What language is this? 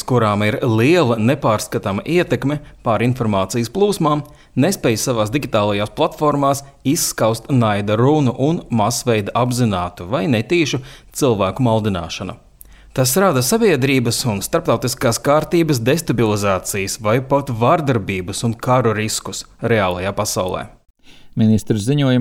Latvian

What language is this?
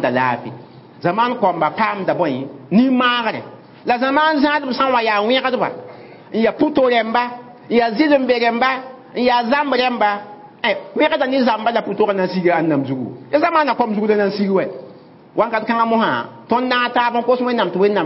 Mossi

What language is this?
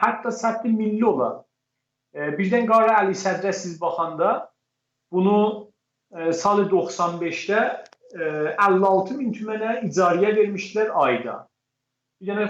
South Azerbaijani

